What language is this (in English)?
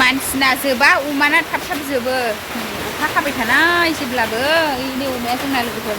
Bodo